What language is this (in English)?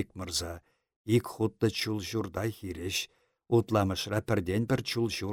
Chuvash